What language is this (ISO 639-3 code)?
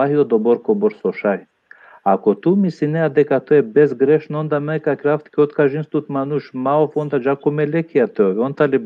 rmn